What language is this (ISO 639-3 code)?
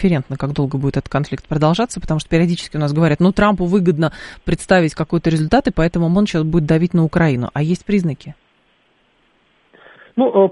rus